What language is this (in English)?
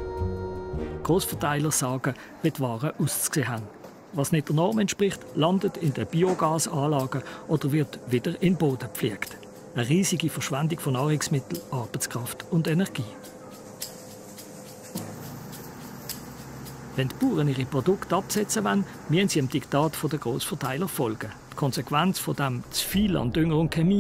German